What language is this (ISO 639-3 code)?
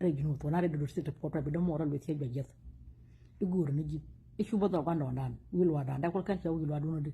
nus